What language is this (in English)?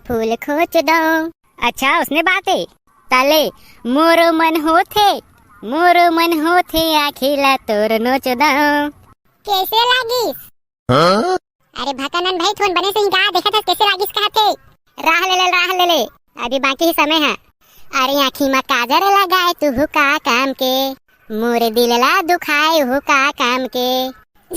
Chhattisgarhi